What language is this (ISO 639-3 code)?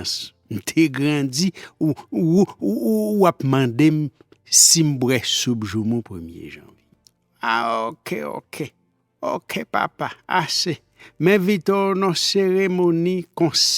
hat